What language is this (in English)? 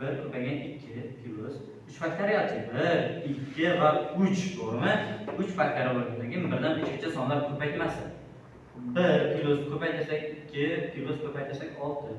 Uzbek